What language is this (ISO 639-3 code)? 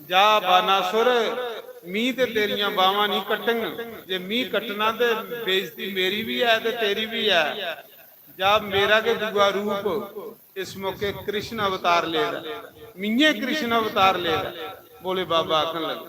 doi